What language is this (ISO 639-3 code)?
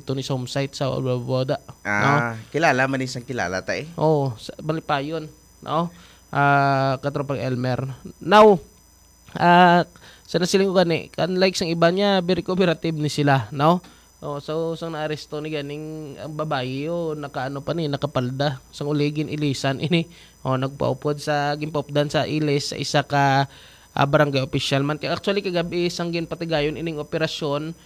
hil